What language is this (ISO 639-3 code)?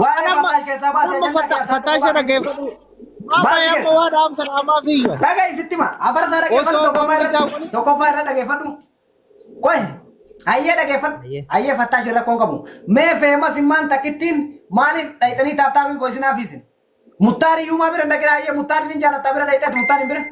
orm